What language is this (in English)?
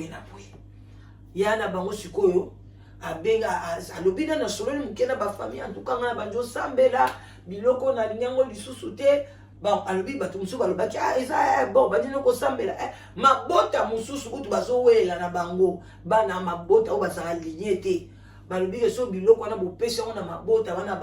Lingala